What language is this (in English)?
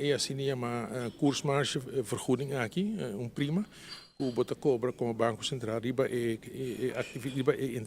Papiamento